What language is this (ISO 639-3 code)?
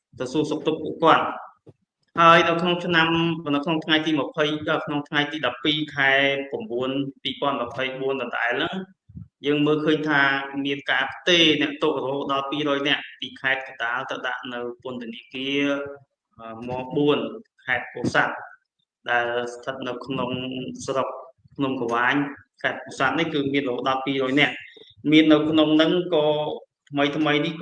khm